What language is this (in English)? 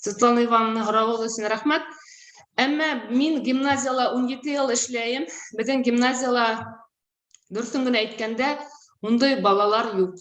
Bashkir